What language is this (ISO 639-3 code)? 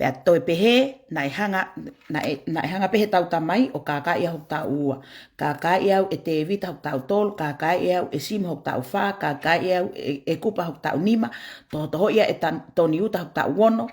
ton